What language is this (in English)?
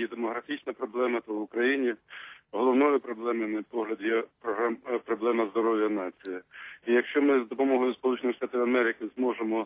Ukrainian